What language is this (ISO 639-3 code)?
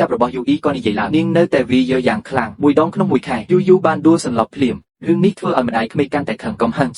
khm